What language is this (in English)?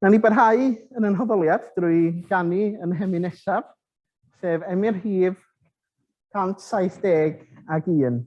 Welsh